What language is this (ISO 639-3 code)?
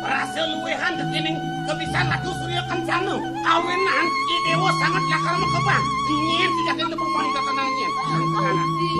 ban